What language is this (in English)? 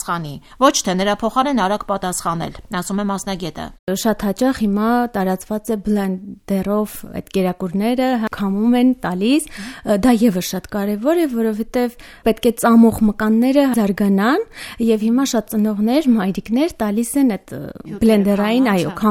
Armenian